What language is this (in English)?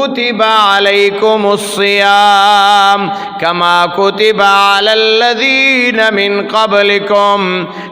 Pashto